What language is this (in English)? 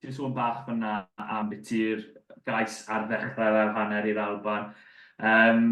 Welsh